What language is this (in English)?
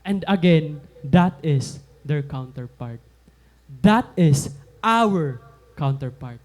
Waray